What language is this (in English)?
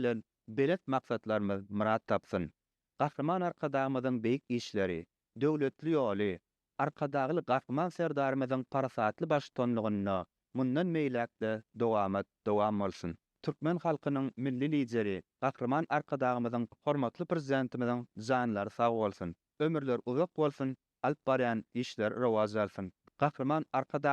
Turkmen